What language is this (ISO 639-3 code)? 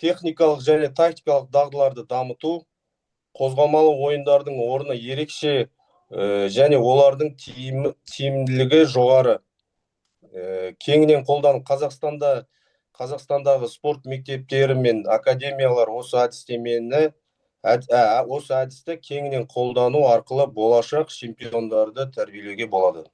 kaz